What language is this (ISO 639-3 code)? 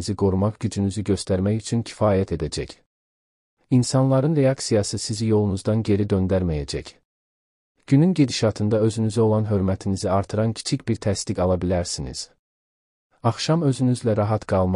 aze